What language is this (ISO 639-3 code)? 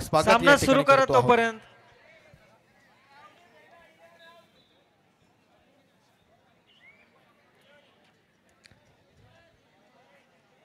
mar